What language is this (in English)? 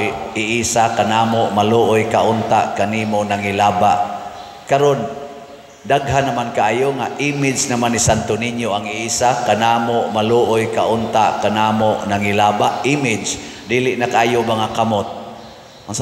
Cebuano